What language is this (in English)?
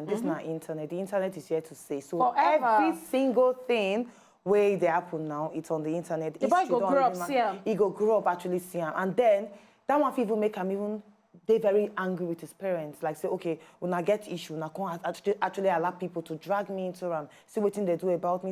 Nigerian Pidgin